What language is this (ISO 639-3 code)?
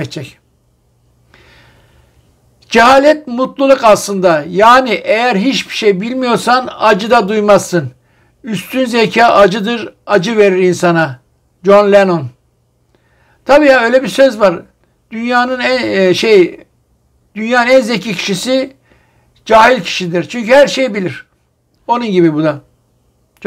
tur